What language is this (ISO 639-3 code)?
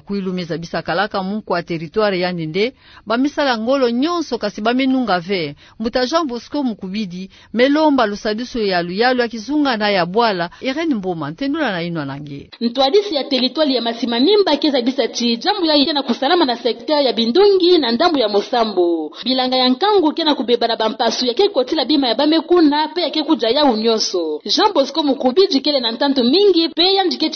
ktu